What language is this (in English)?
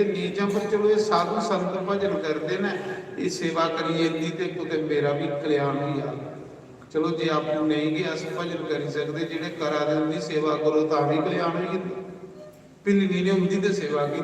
Dogri